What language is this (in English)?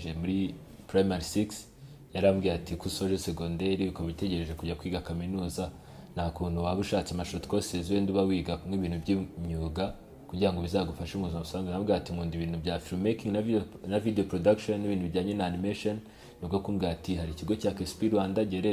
Kinyarwanda